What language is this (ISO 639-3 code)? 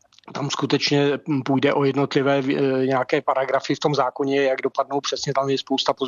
ces